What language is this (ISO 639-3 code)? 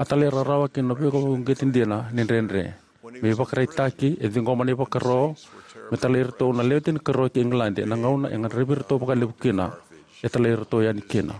fij